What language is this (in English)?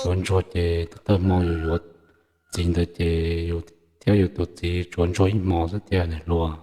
Hmong